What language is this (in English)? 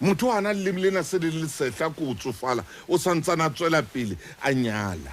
Southern Sotho